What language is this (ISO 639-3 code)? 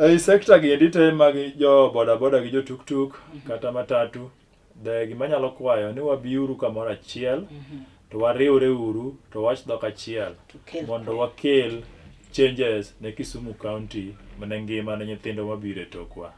luo